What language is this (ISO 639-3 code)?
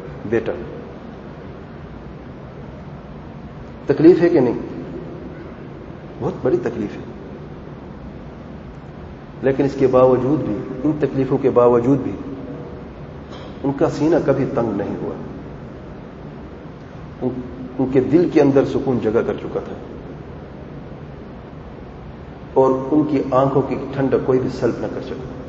urd